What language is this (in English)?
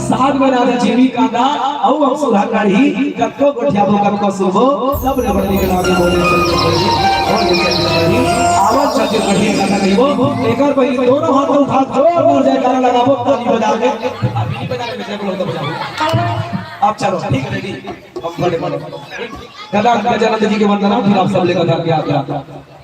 Chhattisgarhi